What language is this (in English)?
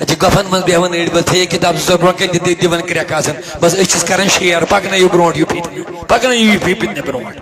Kashmiri